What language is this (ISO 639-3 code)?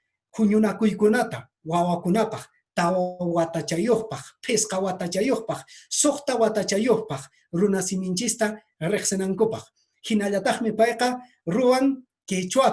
que